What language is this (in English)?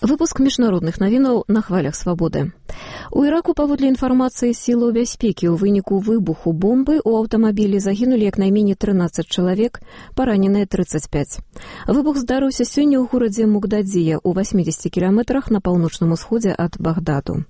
Belarusian